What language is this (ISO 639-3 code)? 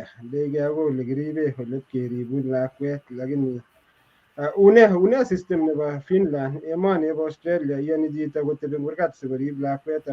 kln